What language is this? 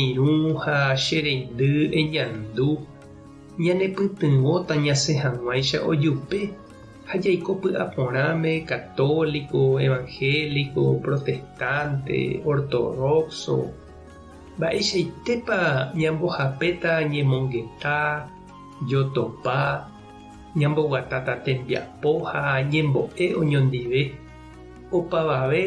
Guarani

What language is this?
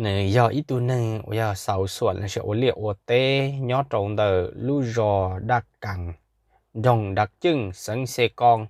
Hmong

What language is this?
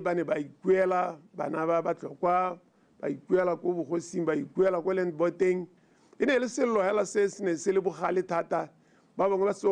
Tswana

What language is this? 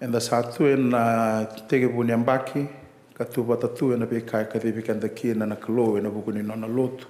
Fijian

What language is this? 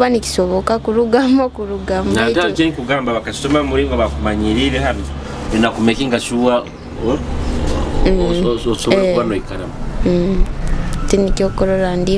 Nyoro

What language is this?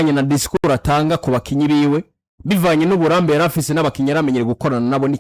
Rundi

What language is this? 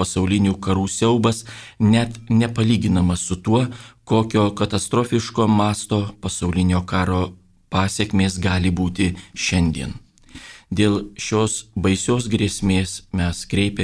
Lithuanian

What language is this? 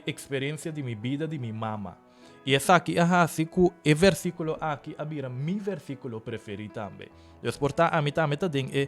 Papiamento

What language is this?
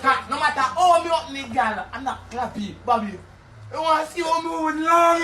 Jamaican Creole English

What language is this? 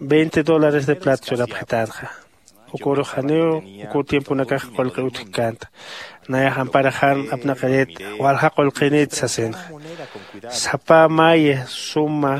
Aymara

